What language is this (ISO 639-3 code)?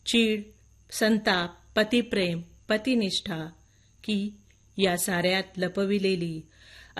mar